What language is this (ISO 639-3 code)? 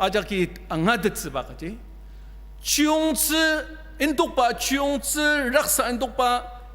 njo